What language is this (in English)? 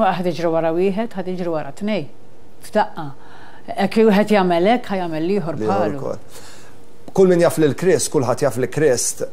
Maltese